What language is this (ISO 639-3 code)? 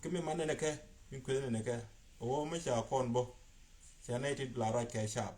nus